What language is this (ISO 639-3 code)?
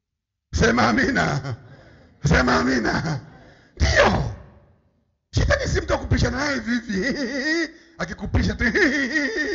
swa